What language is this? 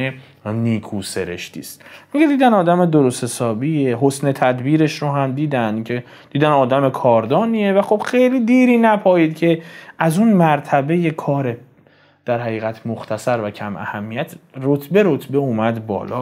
Persian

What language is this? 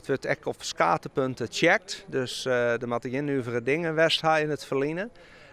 Western Frisian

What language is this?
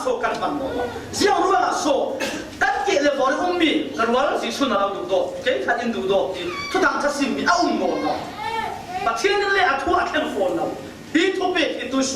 Falam Chin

